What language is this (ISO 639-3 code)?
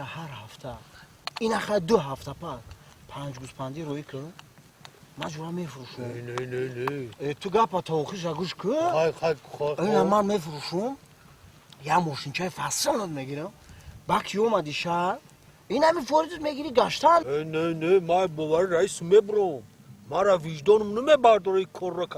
tgk